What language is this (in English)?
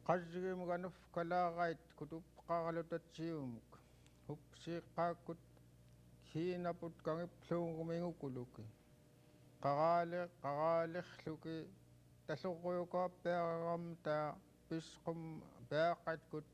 Central Yupik